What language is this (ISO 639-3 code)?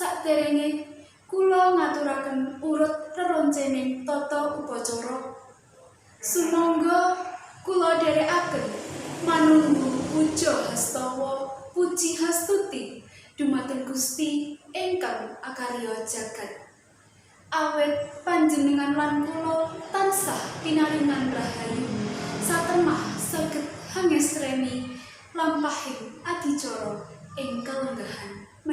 jav